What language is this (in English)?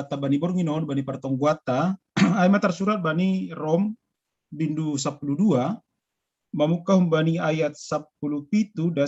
Batak Simalungun